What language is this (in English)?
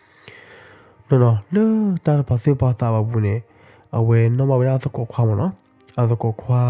S'gaw Karen